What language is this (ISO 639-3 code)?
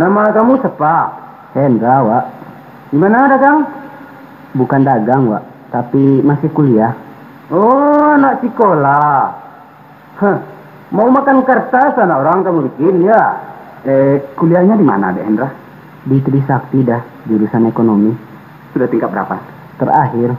min